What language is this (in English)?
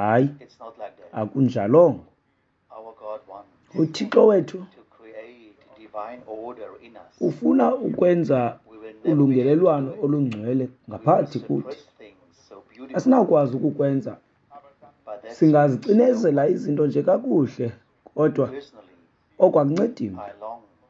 Xhosa